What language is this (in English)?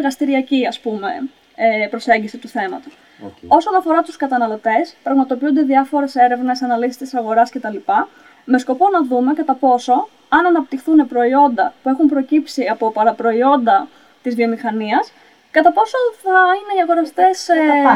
Greek